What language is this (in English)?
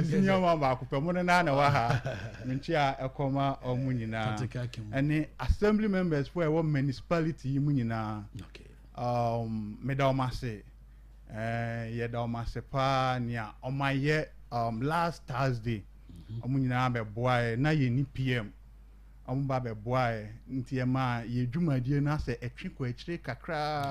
Akan